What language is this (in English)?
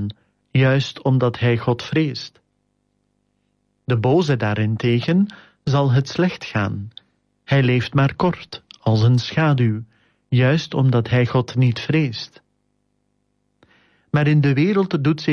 Dutch